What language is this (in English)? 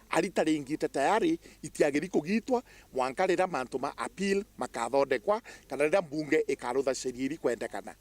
Meru